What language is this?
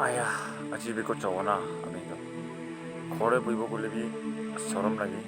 Naga Pidgin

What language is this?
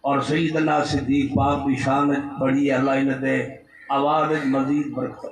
Saraiki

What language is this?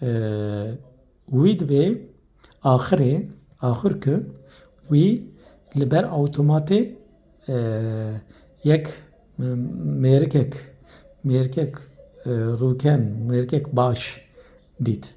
Kurdish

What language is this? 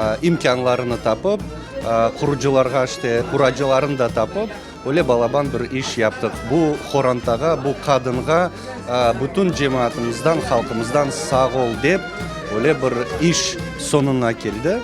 Crimean Tatar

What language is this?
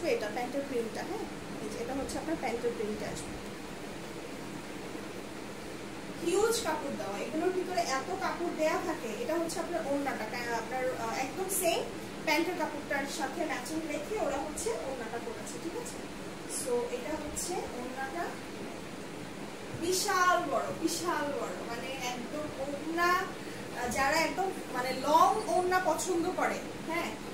Bangla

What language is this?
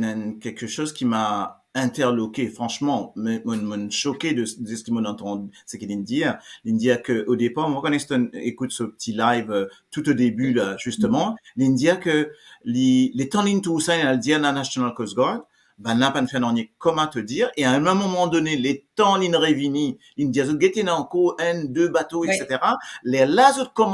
Morisyen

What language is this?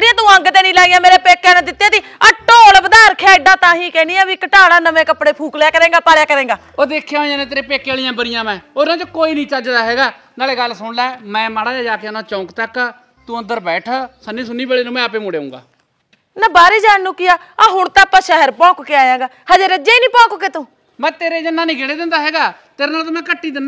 Punjabi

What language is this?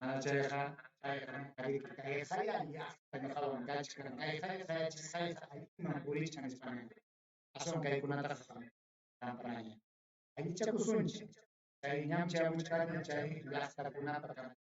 Ayacucho Quechua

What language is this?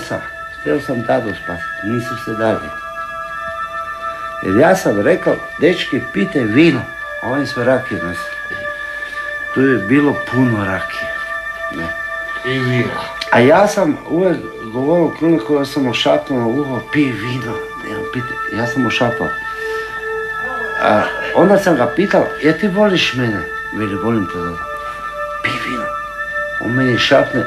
Croatian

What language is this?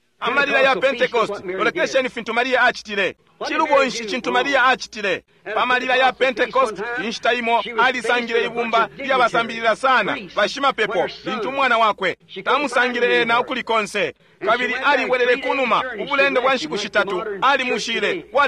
Bemba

